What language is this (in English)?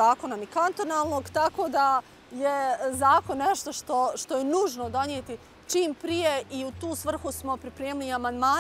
Bosnian